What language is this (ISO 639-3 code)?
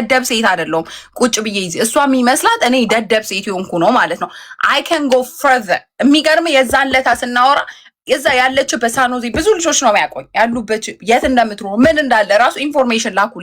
amh